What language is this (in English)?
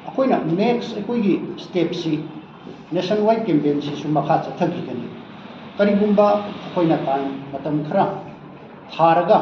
Manipuri